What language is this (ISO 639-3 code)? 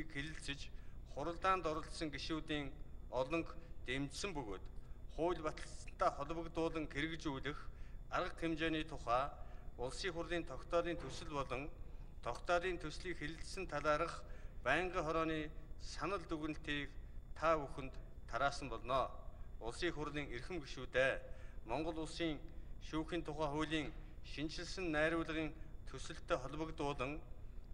mon